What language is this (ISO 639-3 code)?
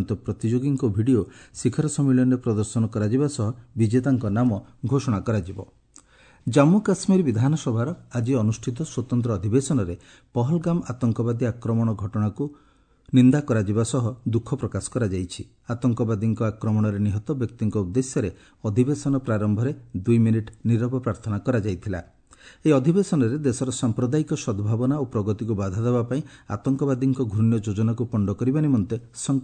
ori